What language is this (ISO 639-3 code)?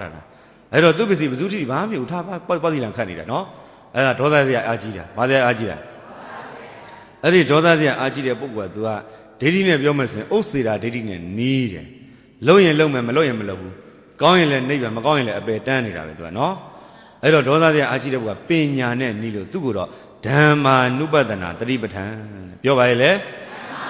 mya